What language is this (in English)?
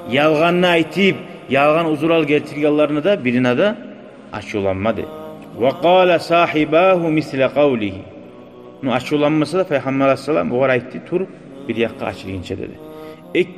Kumyk